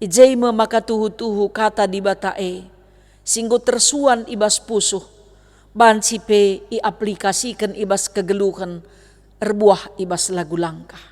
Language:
Batak Karo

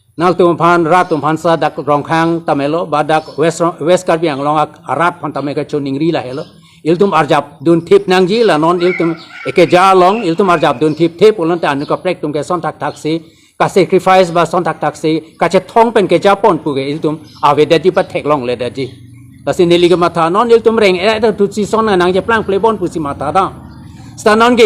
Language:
Karbi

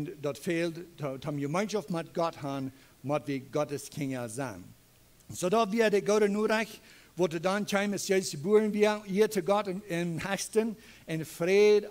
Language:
Plautdietsch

